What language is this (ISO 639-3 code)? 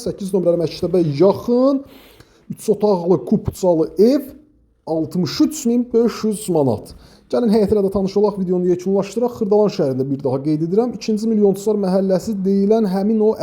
aze